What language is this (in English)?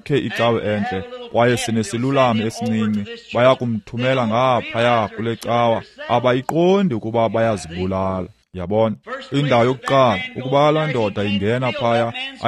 Xhosa